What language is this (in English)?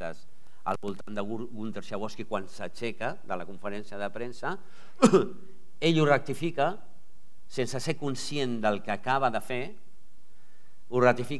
Catalan